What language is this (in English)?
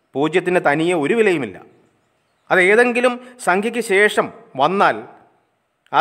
Malayalam